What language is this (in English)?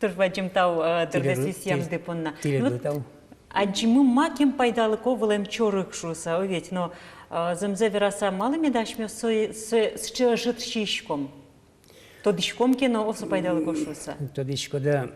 Udmurt